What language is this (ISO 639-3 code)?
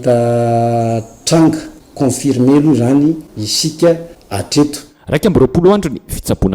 mlg